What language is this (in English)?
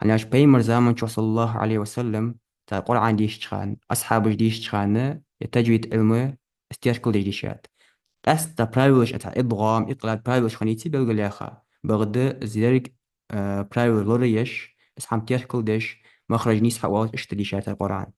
Ingush